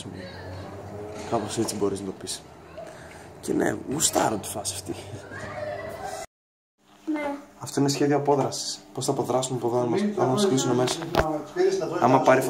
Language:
Greek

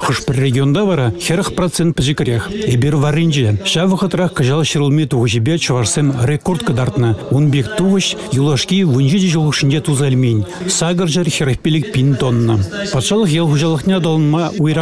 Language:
Chuvash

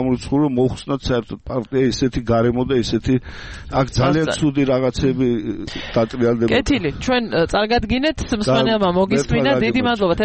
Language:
Georgian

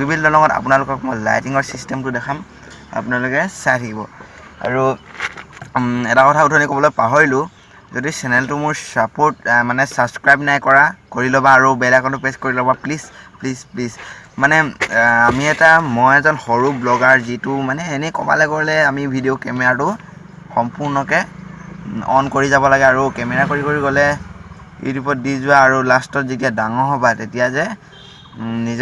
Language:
Assamese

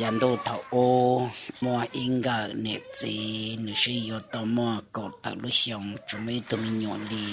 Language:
Hmong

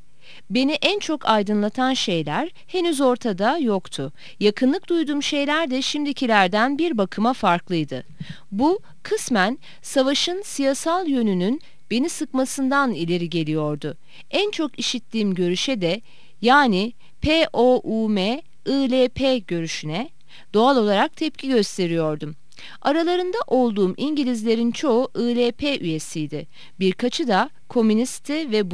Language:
Turkish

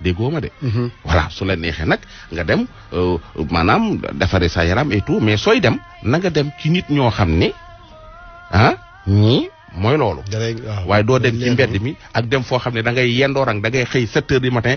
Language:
Wolof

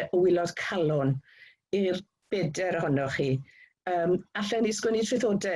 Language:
Welsh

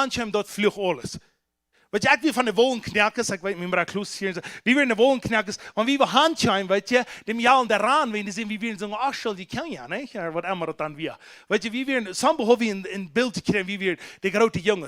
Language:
Plautdietsch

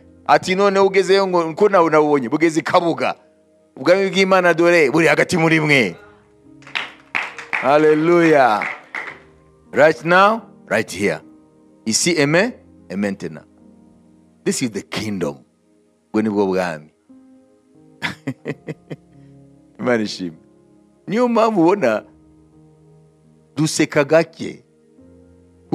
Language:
Kinyarwanda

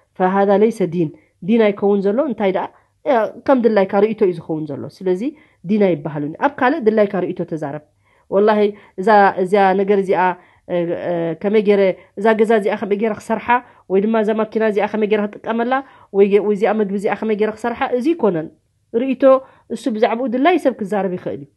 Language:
Tigrinya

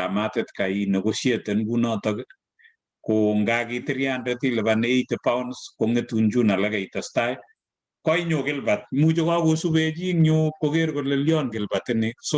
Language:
Kalenjin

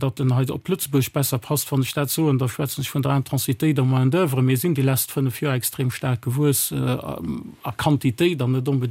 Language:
Luxembourgish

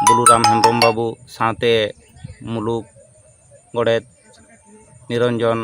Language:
Santali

